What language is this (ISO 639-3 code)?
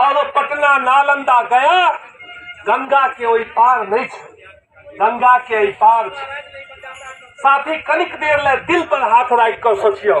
mai